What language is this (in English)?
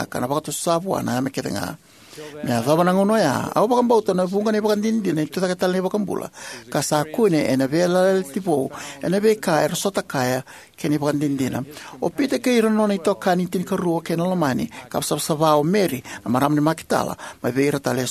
Fijian